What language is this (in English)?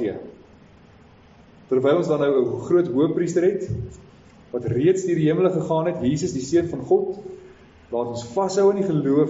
Afrikaans